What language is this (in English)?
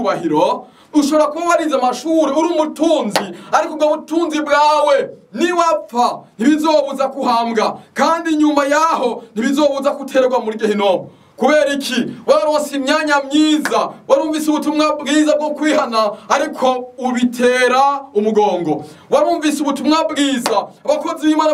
Rundi